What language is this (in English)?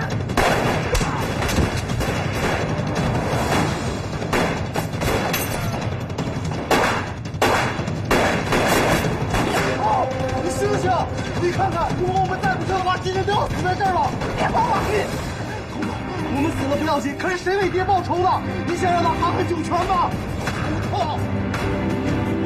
Chinese